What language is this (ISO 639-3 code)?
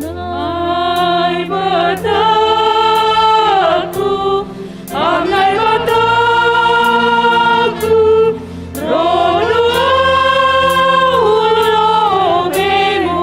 bts